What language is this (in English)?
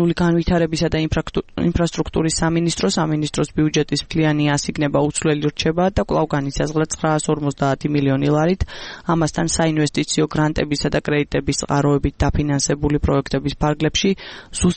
Georgian